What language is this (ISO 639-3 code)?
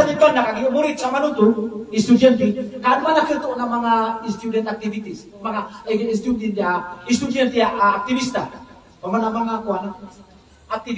mrw